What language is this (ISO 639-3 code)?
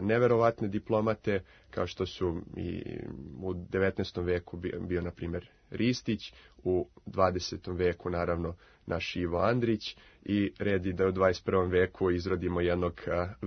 srp